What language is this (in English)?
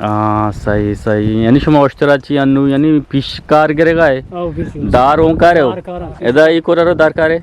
Eastern Balochi